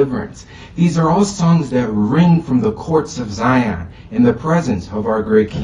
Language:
Ewe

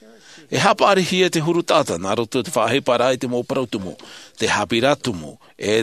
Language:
Tahitian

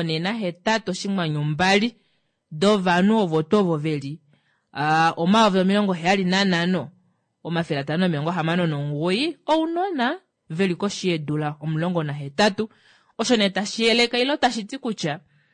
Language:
Kuanyama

